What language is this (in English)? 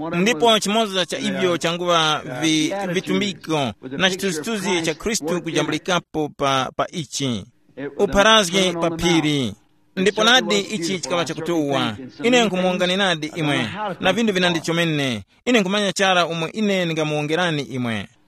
Tumbuka